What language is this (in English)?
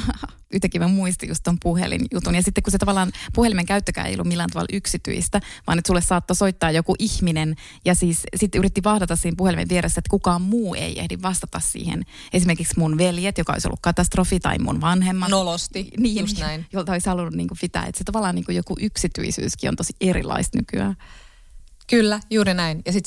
Finnish